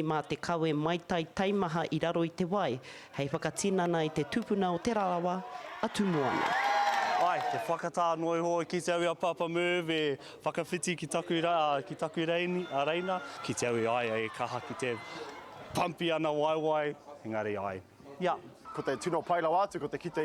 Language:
Māori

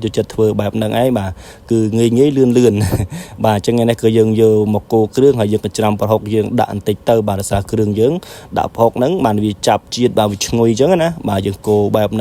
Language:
Khmer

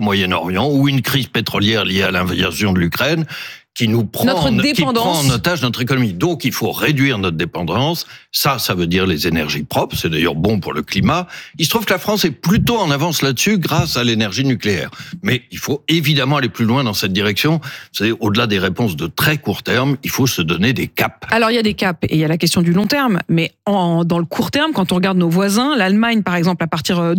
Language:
French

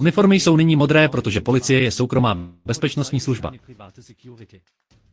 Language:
Czech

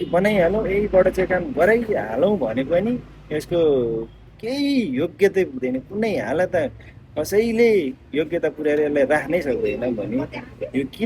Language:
Nepali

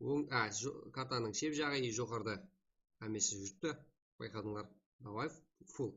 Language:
Kara-Kalpak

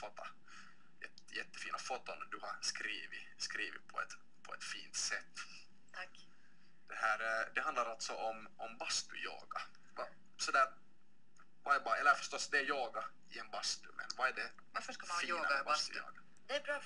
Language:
Swedish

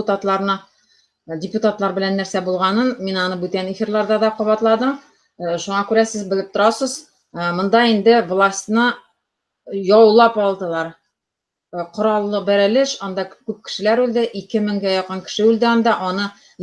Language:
Tatar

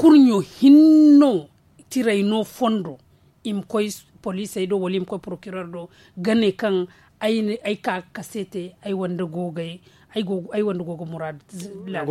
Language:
Zarma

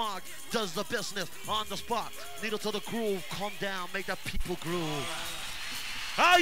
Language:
English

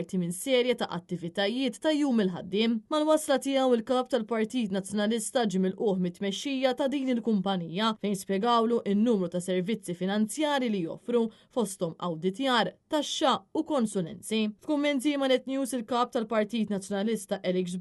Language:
Maltese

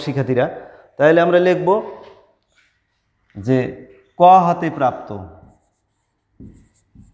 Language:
Bangla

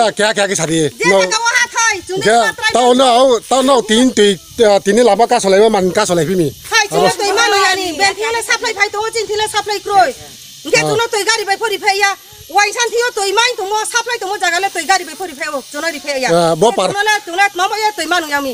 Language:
Riang (India)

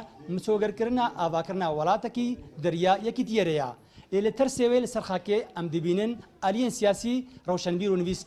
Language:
Kurdish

